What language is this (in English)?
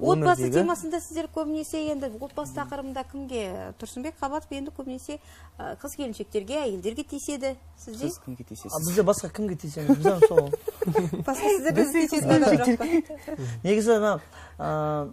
Kara-Kalpak